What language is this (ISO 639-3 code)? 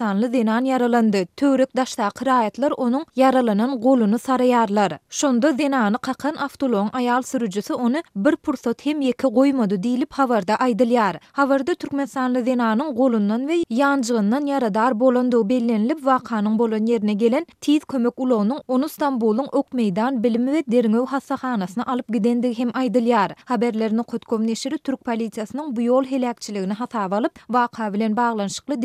tuk